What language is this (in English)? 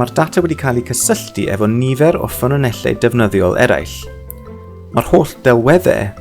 Welsh